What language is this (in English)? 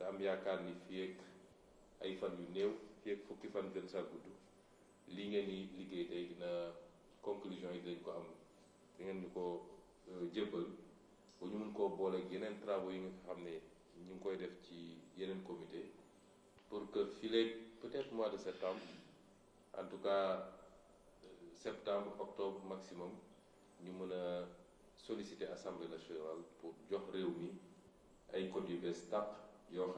Wolof